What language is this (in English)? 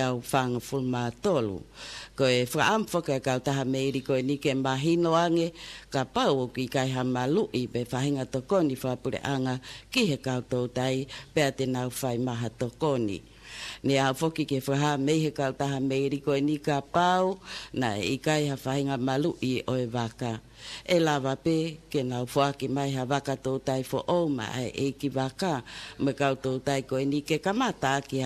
Tongan